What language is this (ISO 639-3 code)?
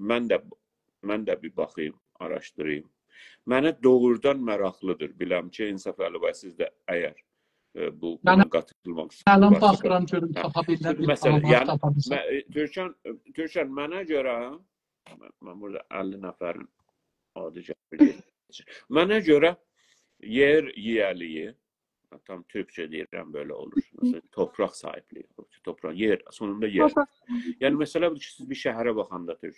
azb